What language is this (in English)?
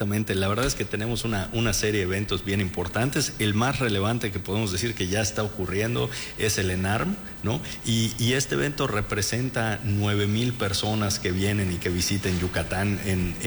Spanish